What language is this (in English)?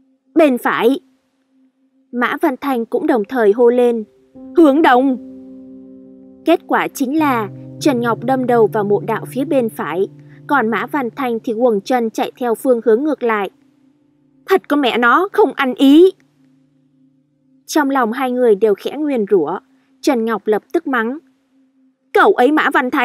Vietnamese